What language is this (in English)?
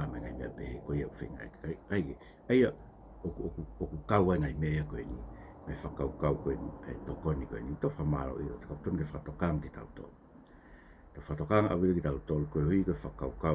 Tongan